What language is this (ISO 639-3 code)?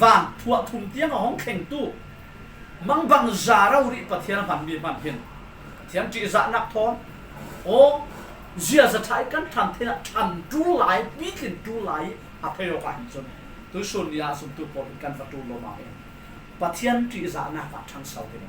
cfm